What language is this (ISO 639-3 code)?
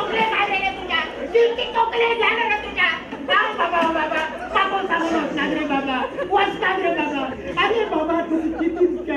kok